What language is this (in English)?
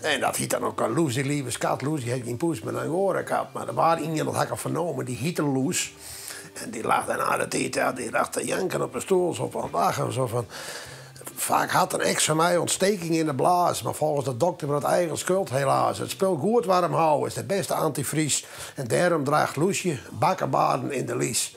Western Frisian